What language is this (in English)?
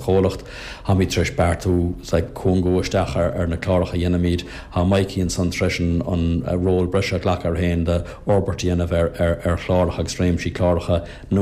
Irish